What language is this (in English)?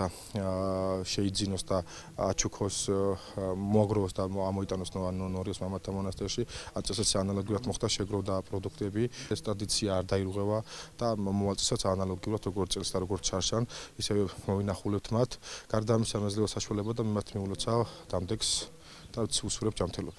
Georgian